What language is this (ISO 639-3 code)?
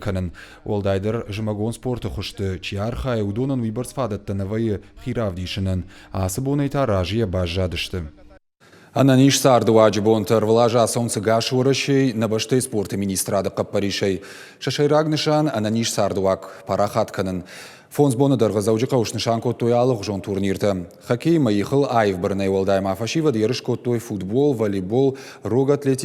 oss